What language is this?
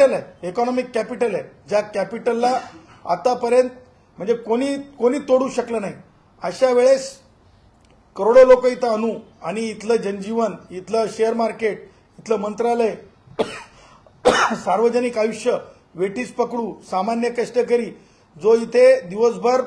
Marathi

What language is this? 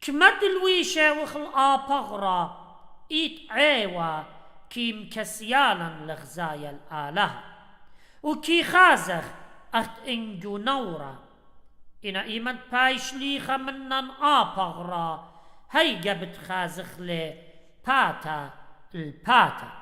Assyrian Neo-Aramaic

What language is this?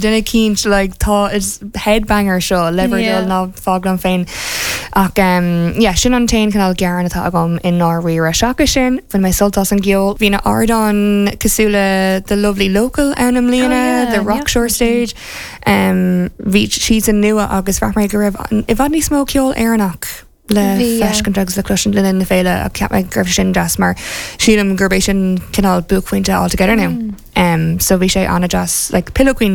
Irish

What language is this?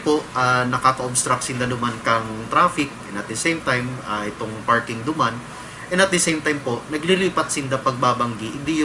Bikol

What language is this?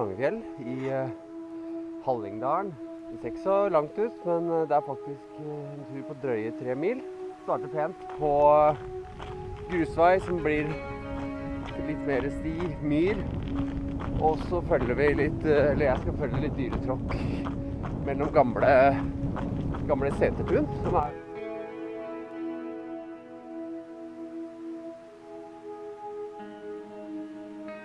Norwegian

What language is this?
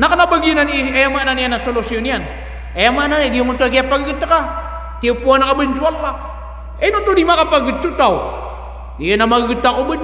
Maranao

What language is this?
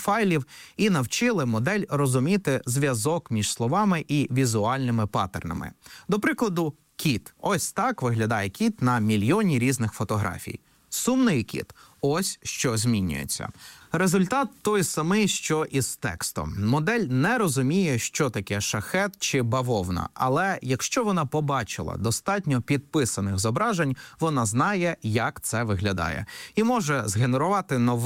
Ukrainian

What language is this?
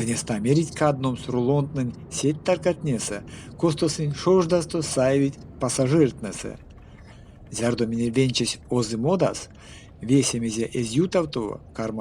Erzya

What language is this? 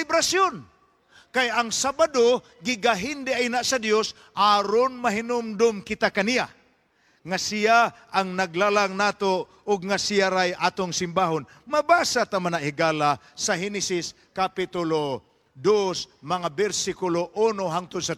Cebuano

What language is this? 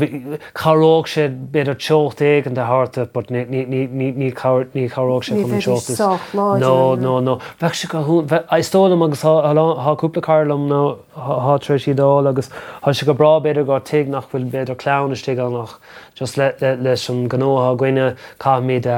Irish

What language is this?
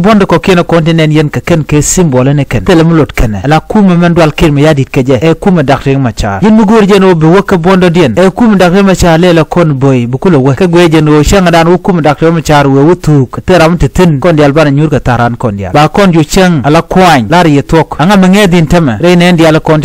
Nuer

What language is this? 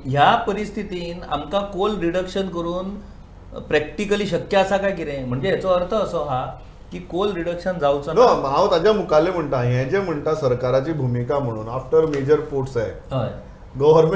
Konkani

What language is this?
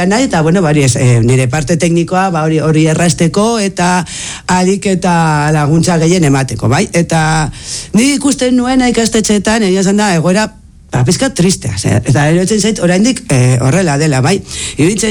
Basque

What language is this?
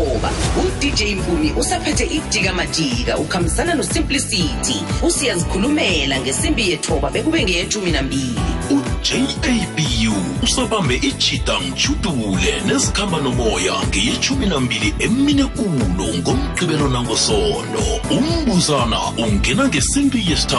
South Ndebele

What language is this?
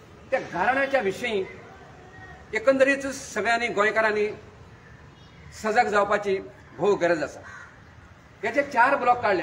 Konkani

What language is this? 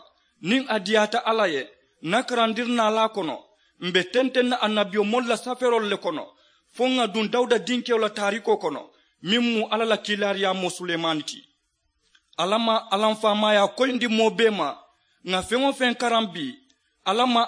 Mandingo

